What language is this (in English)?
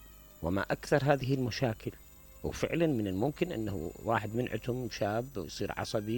Mesopotamian Arabic